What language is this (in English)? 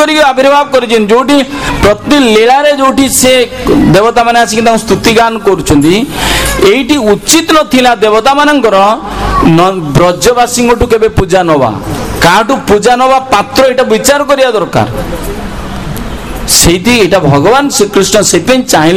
Odia